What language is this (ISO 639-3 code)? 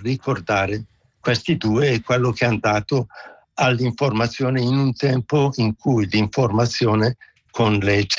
ita